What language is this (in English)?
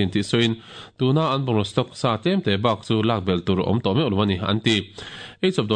Mizo